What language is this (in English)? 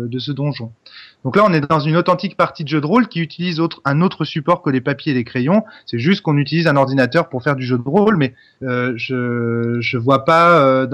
French